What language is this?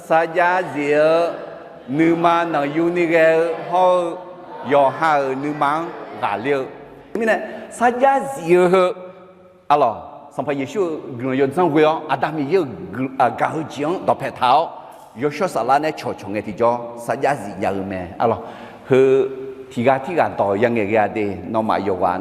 Akha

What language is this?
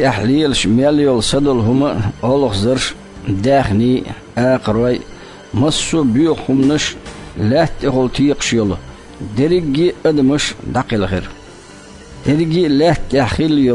Chechen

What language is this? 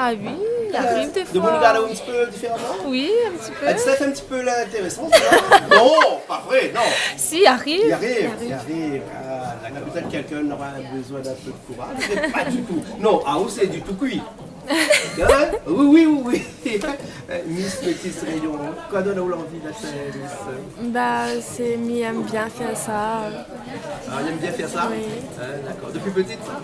Réunion Creole French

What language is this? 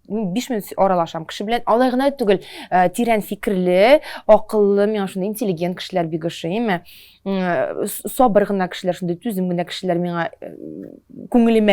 Tatar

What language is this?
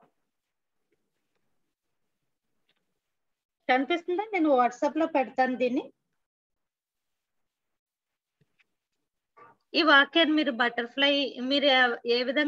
Telugu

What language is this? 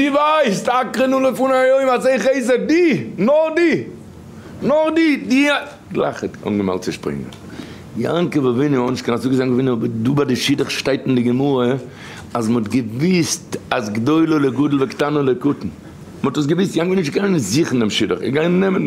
Yiddish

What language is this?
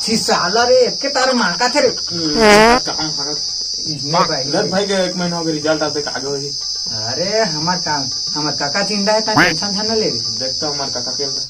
Chhattisgarhi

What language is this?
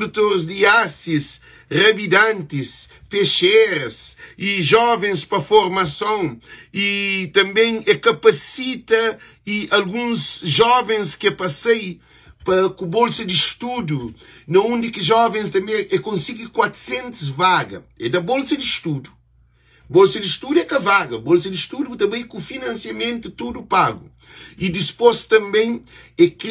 Kabuverdianu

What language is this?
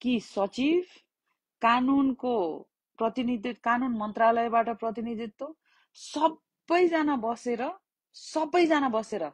Nepali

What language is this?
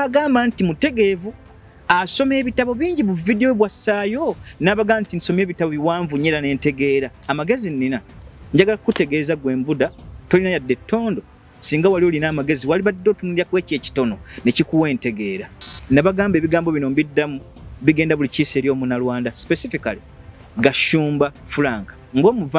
Ganda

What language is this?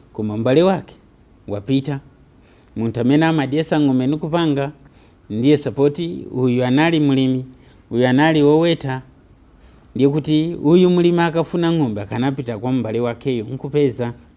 Nyanja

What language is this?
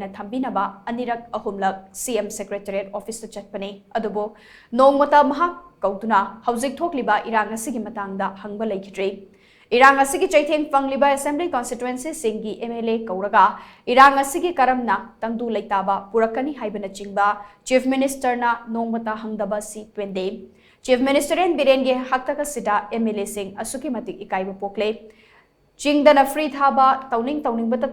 Manipuri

